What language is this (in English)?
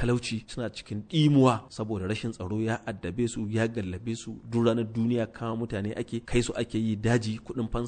Hausa